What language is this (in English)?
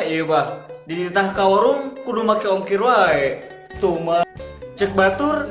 Sundanese